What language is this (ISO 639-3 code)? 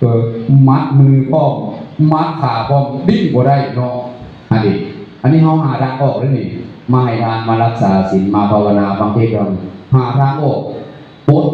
tts